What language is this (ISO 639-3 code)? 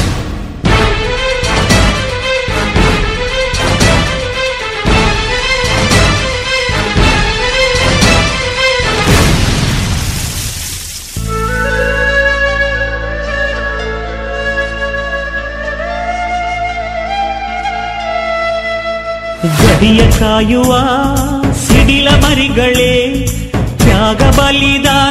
kan